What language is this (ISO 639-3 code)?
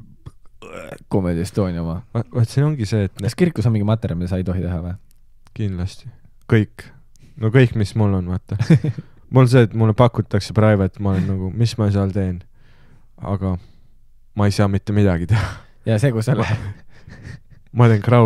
est